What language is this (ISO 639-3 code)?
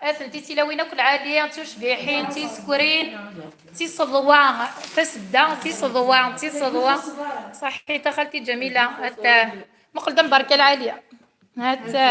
kab